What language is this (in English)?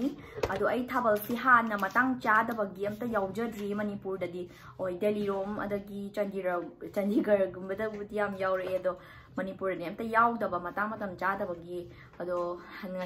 Manipuri